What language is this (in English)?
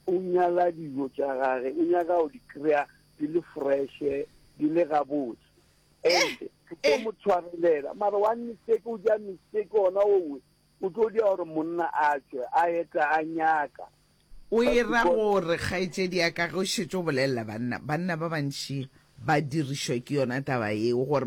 Northern Sotho